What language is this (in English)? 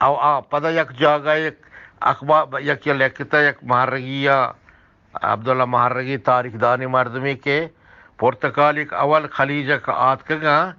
Eastern Balochi